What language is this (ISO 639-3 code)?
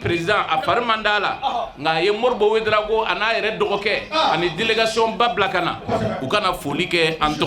bam